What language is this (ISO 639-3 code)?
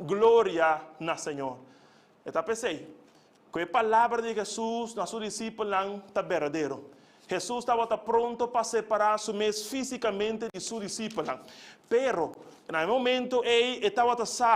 pap